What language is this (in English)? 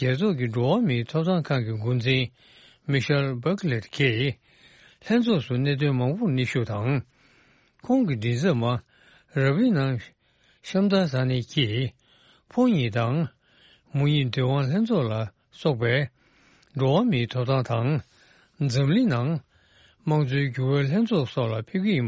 Tibetan